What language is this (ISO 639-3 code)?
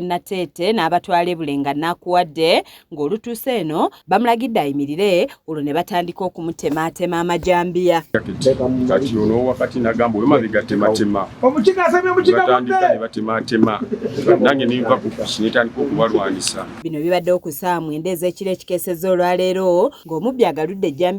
lug